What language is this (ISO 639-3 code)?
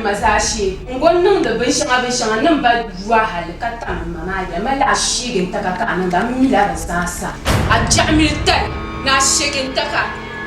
dag